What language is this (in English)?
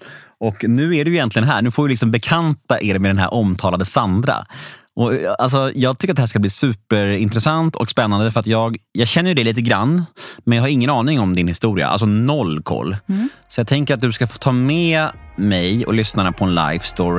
Swedish